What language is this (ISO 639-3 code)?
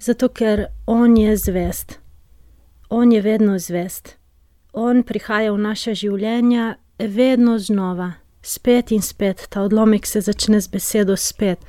slv